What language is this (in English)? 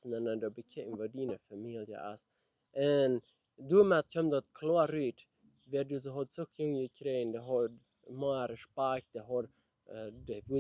Plautdietsch